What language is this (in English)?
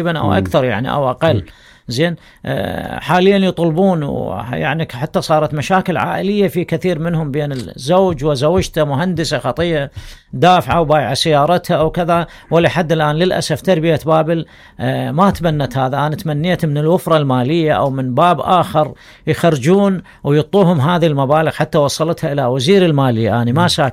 Mesopotamian Arabic